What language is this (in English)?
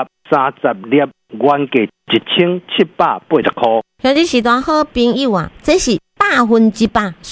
Min Nan Chinese